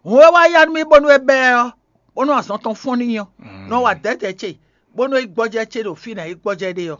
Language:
Fon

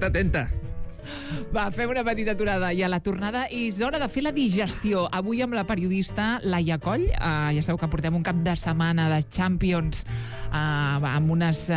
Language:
Catalan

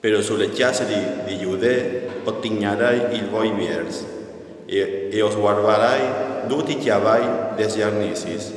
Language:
Friulian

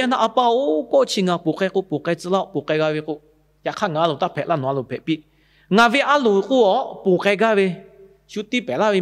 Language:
Lahu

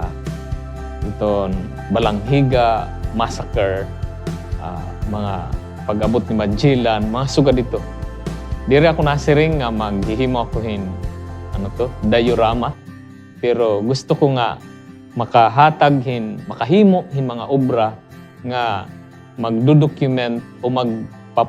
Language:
Waray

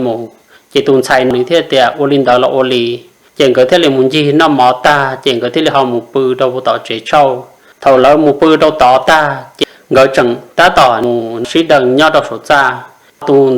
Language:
Hmong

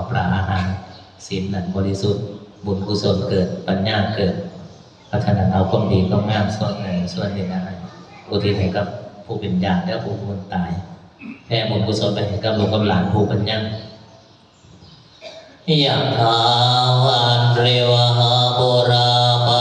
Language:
Northeastern Thai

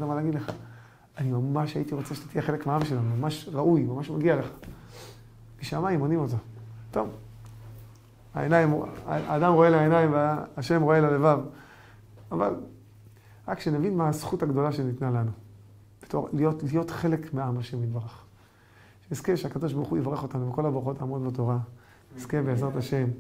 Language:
Hebrew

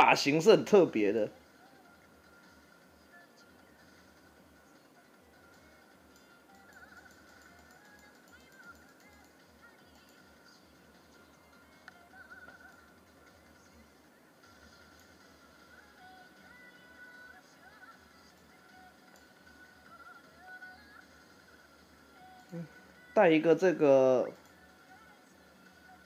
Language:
Chinese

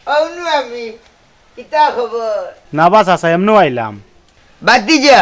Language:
Sylheti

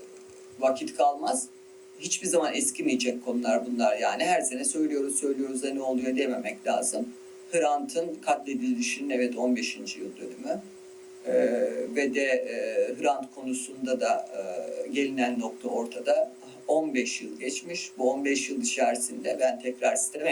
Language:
Turkish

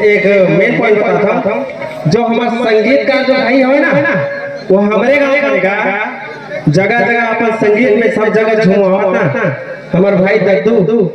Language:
Chhattisgarhi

